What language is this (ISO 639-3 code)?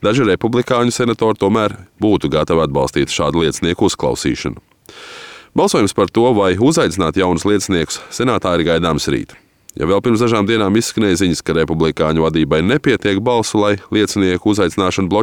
lav